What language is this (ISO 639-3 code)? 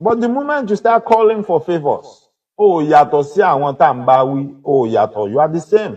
yor